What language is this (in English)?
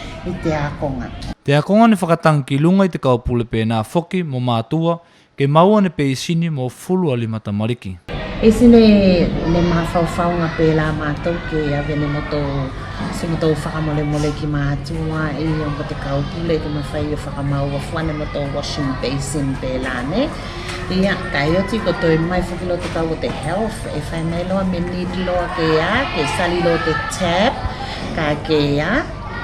Tuvalu